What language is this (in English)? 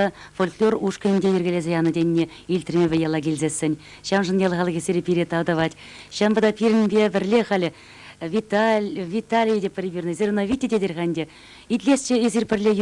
Chuvash